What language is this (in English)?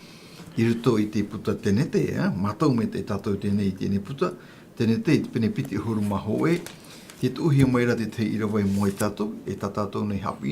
Tahitian